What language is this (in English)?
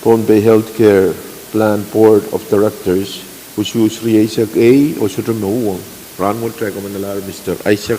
Pohnpeian